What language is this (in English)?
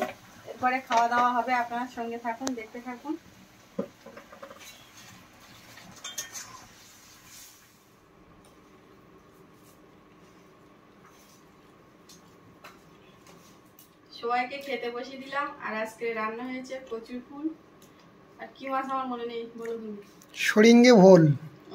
Bangla